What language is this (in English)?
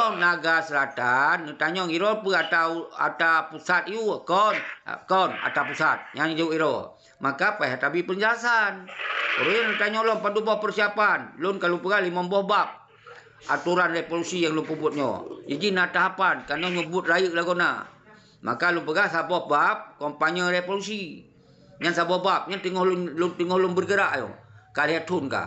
Achinese